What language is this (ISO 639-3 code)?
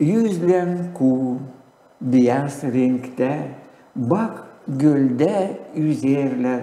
gag